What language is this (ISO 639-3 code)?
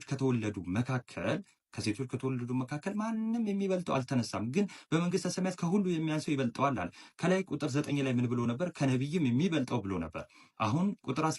amh